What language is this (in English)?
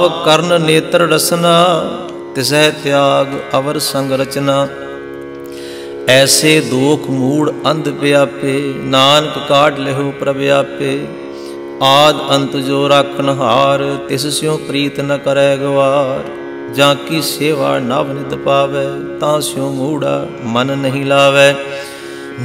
Punjabi